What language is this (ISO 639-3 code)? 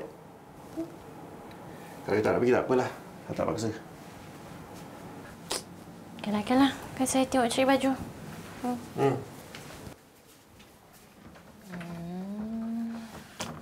msa